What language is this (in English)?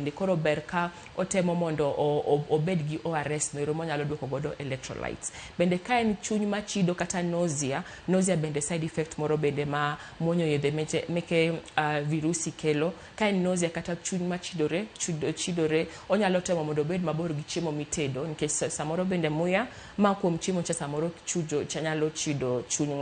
Luo (Kenya and Tanzania)